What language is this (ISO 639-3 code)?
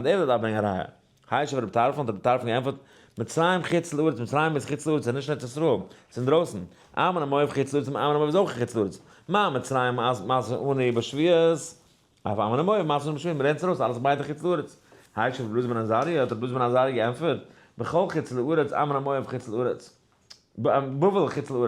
yid